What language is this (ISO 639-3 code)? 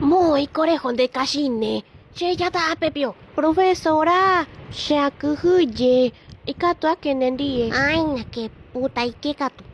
grn